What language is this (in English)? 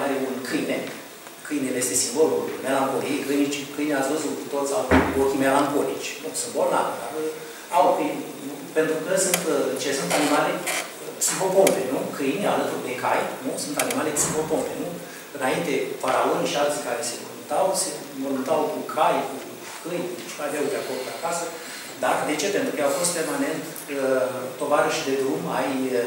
Romanian